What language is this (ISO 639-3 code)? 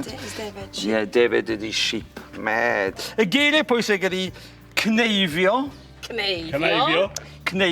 cym